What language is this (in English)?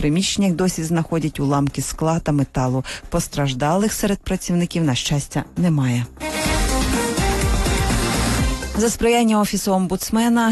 Ukrainian